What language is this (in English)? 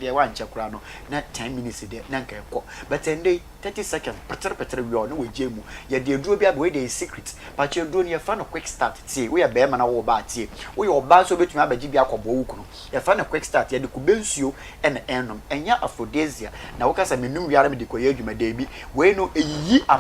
Akan